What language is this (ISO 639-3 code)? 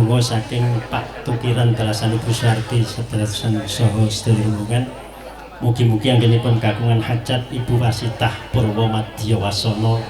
jav